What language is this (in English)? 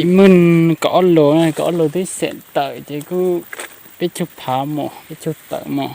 Hmong